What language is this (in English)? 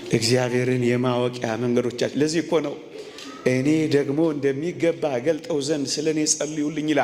Amharic